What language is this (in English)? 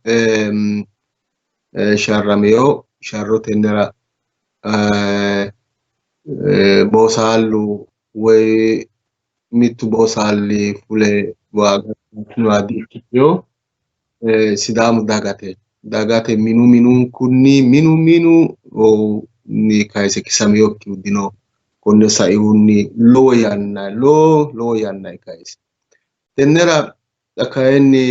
Sidamo